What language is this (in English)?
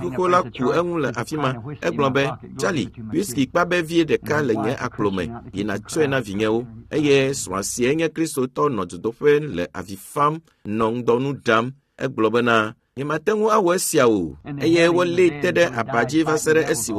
Ewe